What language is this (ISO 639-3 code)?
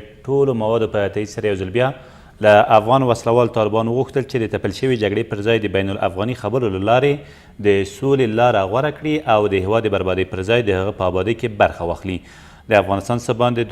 pus